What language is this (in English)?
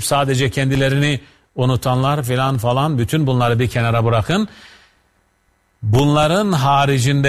Turkish